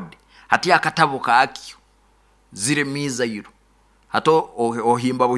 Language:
Nyoro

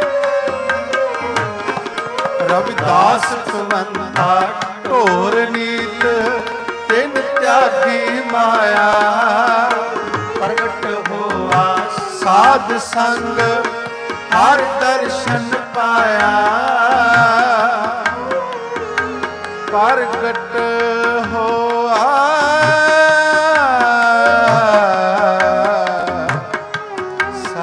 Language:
Punjabi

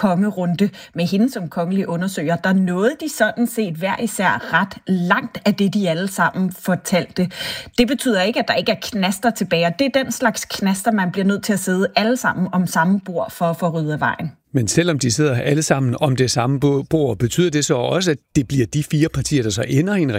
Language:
Danish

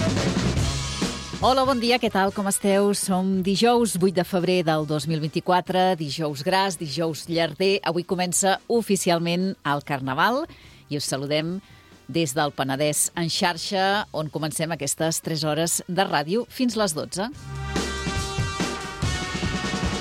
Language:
Catalan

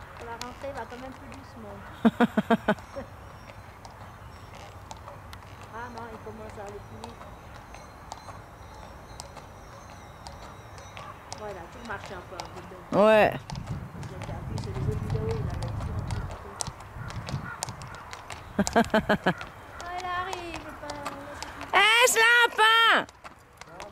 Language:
French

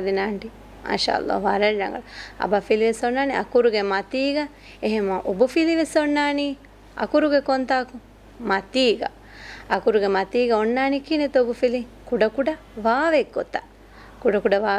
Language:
Divehi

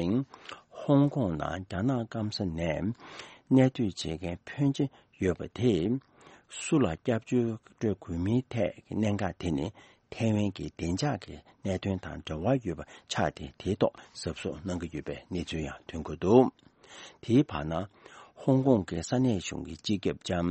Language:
Tibetan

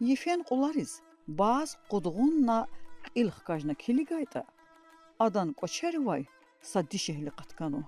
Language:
Lezghian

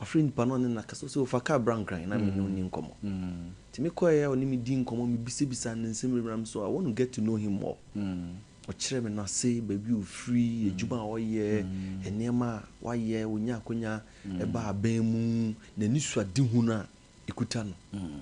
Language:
Akan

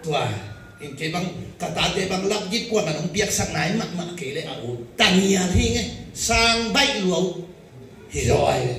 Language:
Tedim Chin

